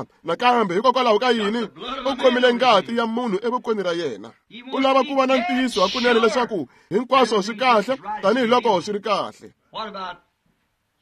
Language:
Tsonga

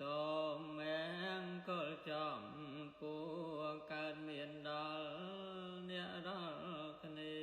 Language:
Khmer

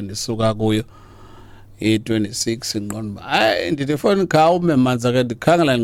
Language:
Xhosa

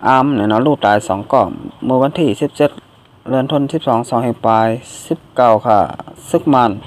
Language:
Shan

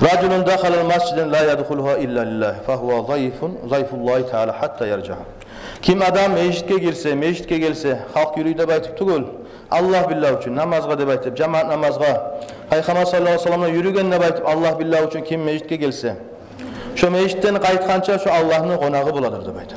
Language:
Kumyk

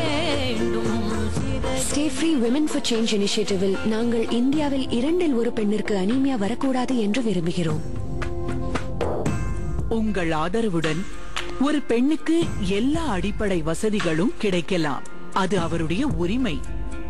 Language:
Tamil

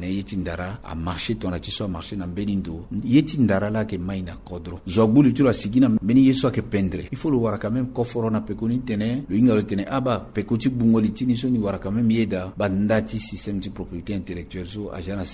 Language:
Sango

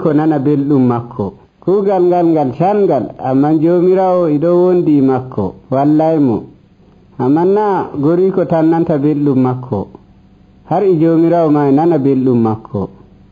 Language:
Nigerian Fulfulde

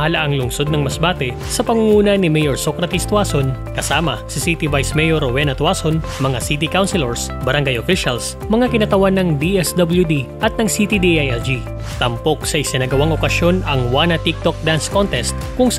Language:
Filipino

